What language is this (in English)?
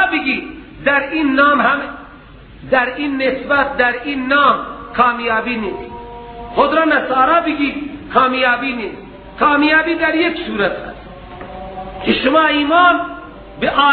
Persian